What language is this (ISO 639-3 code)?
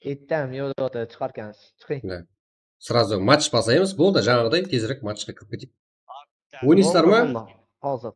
kaa